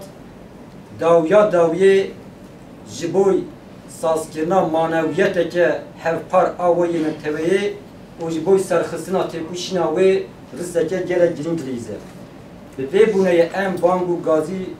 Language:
Kurdish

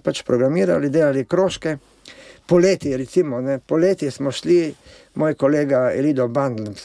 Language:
Slovenian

